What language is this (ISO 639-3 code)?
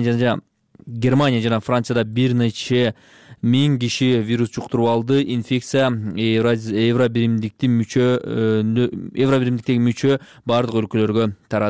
kir